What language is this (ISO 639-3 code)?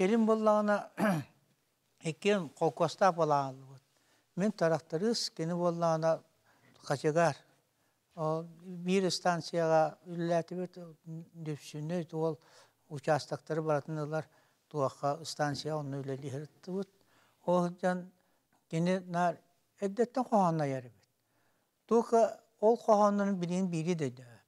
sah